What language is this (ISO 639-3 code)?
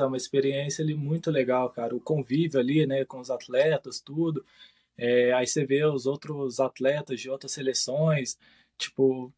por